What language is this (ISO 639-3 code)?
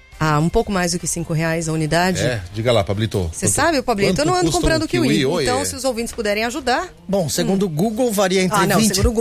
por